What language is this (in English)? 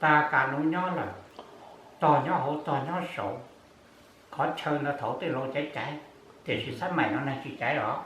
Hmong